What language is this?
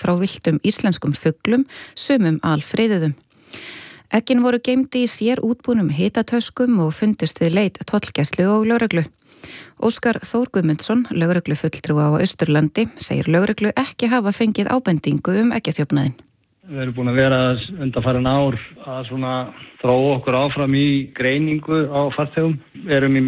Icelandic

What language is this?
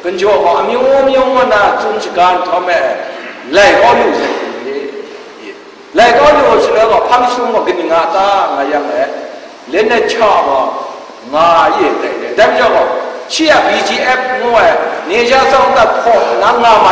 Kachin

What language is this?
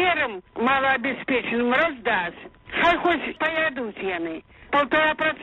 Belarusian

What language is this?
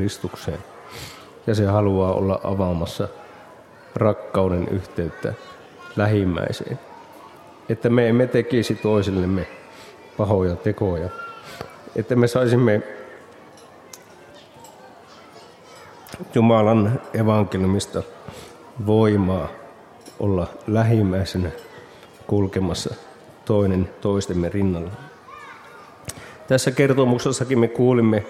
Finnish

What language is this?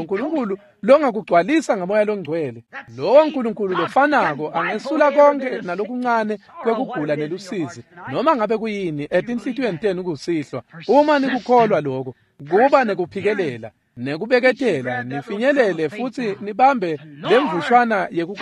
Swati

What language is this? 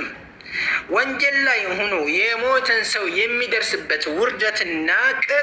Amharic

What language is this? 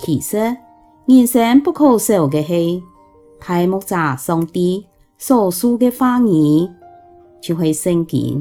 Hakka Chinese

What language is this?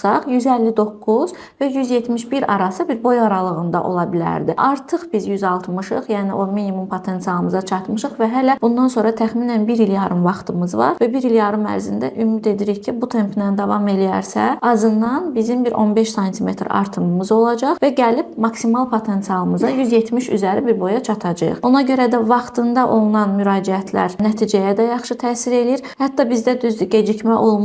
Azerbaijani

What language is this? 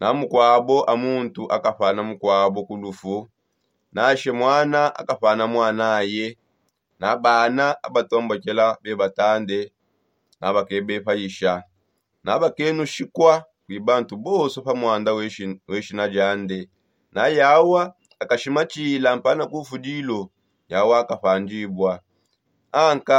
Songe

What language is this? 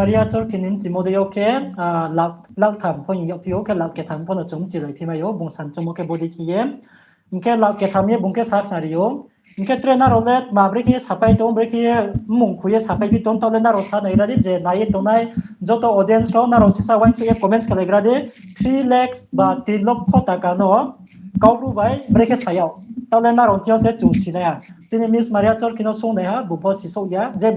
Riang (India)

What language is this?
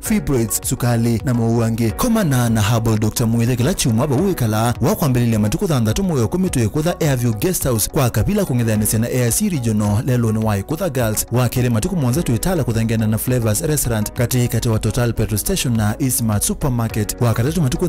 Kamba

